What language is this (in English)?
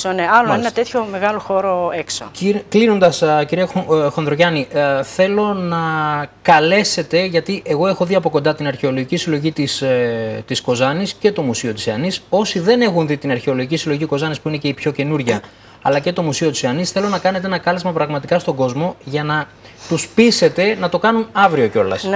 Greek